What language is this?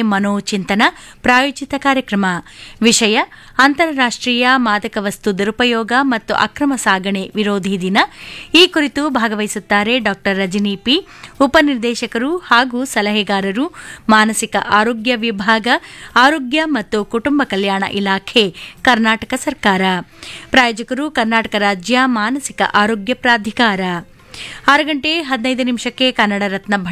Kannada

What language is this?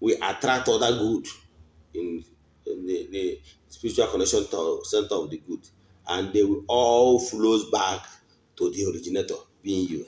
Igbo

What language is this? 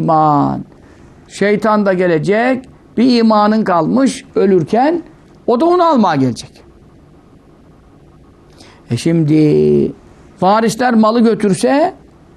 Turkish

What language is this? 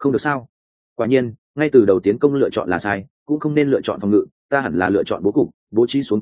Vietnamese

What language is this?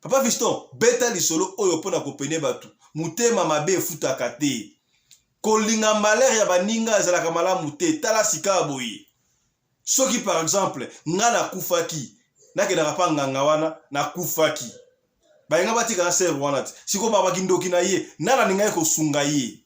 Lingala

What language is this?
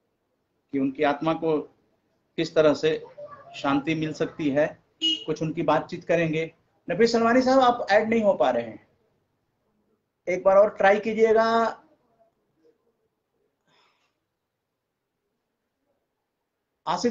Hindi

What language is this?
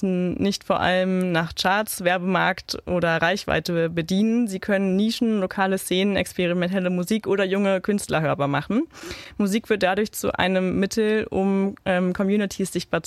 German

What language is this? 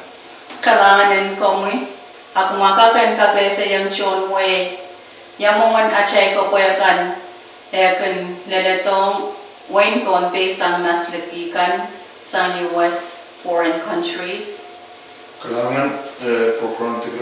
Pohnpeian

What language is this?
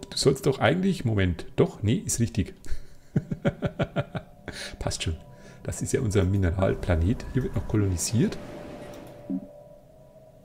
German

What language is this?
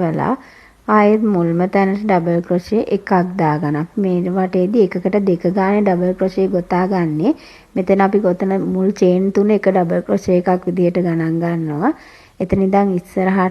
Sinhala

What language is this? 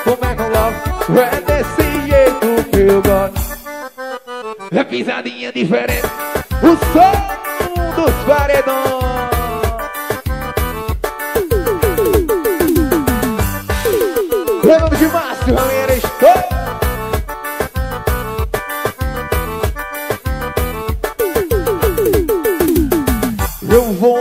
Portuguese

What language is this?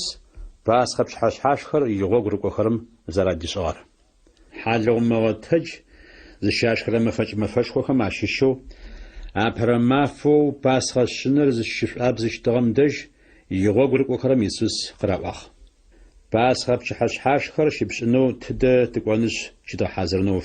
Adyghe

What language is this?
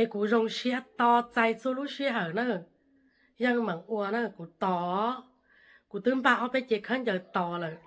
Hmong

